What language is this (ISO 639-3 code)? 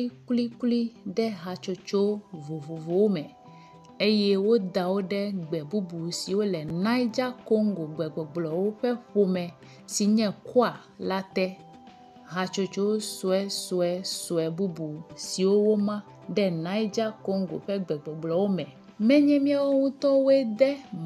ewe